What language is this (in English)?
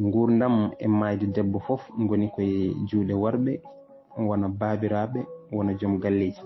Fula